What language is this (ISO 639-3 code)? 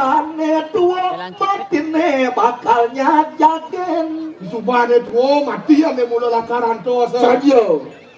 ban